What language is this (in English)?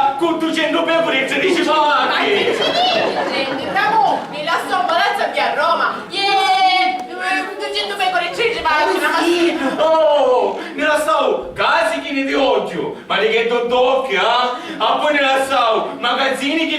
Sicilian